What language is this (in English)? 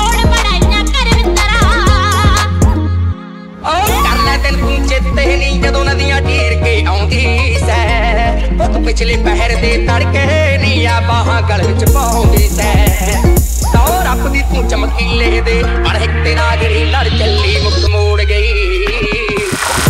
Punjabi